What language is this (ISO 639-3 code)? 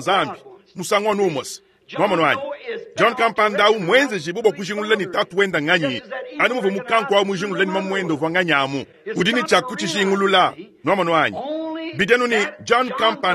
lua